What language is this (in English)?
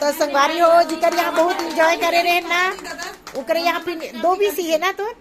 Chhattisgarhi